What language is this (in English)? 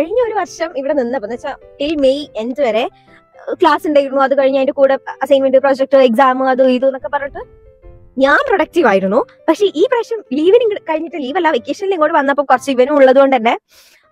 Malayalam